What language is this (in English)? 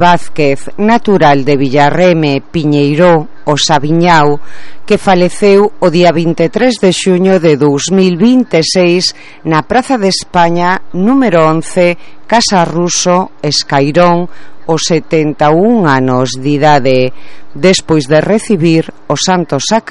Galician